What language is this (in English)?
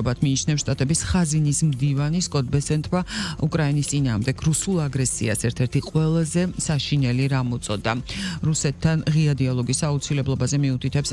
Georgian